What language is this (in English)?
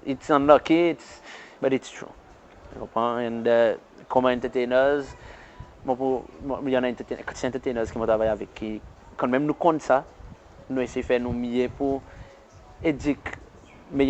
Seselwa Creole French